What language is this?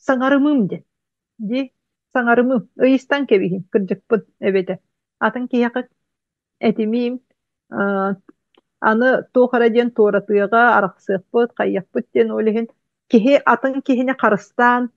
Yakut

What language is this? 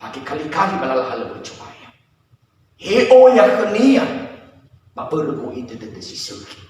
Nias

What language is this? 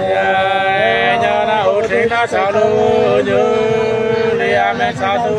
Nung (Viet Nam)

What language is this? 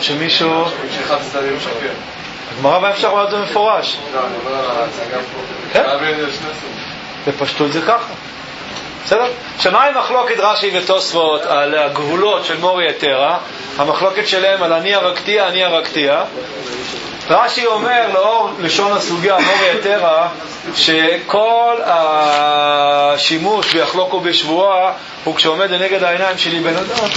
Hebrew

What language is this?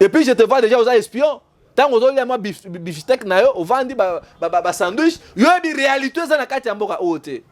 Lingala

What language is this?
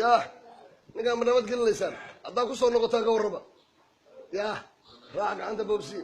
Somali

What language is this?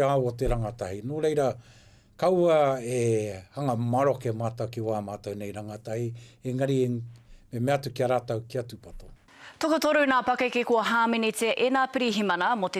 Māori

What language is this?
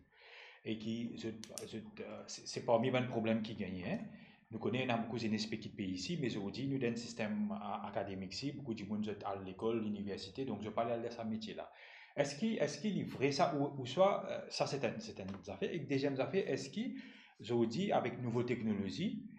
Morisyen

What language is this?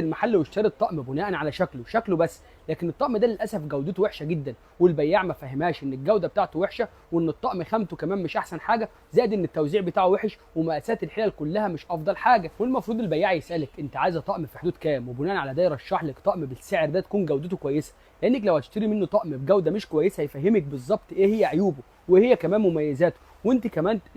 Egyptian Arabic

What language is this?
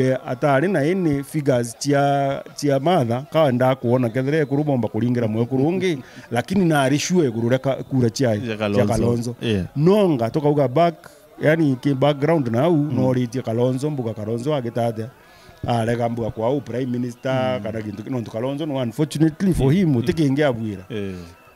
Meru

